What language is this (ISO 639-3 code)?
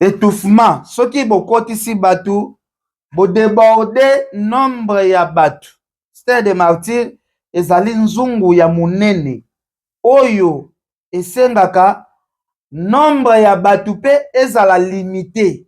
lin